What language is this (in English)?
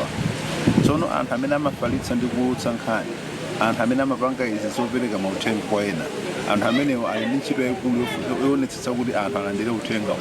Nyanja